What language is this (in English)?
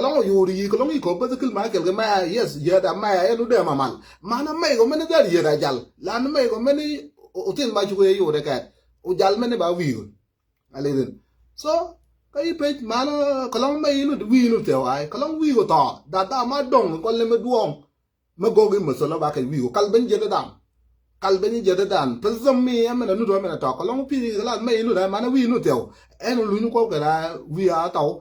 Nuer